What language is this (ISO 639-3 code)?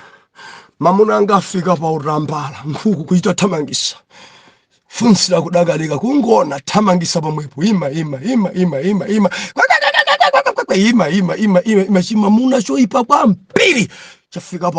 nya